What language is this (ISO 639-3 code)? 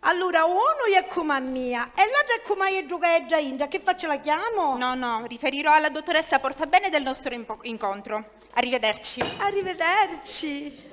scn